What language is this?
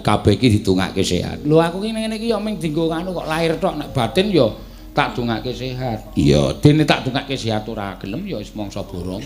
Javanese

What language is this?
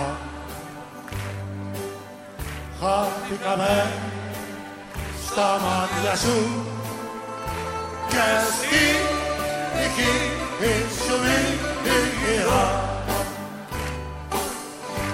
Greek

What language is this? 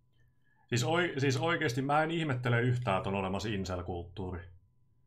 Finnish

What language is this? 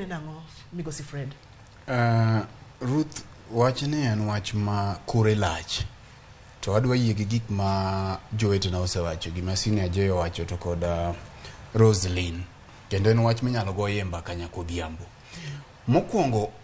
Luo (Kenya and Tanzania)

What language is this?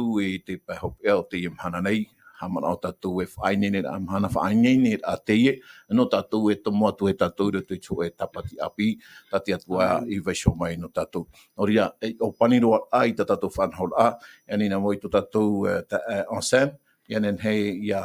Tahitian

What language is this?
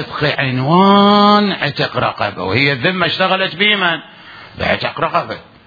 Mesopotamian Arabic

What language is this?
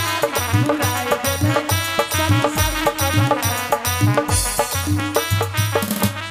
Bangla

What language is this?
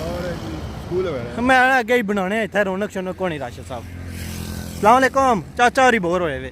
Pahari-Potwari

